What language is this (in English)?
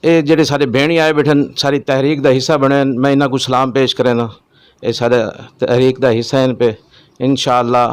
Saraiki